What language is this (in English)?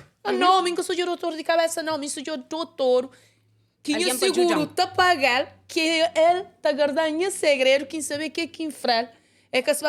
Kabuverdianu